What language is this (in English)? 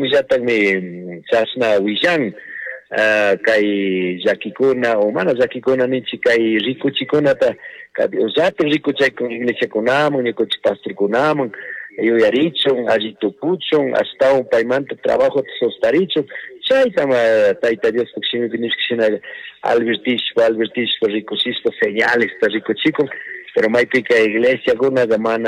Chimborazo Highland Quichua